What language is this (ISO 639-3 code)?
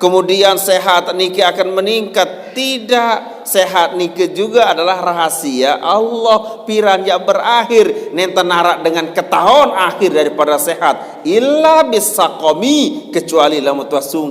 sas